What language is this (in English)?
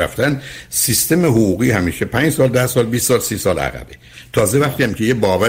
Persian